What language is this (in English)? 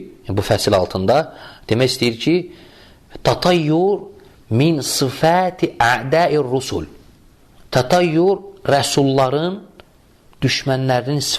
Azerbaijani